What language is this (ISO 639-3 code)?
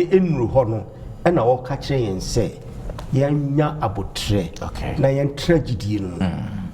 aka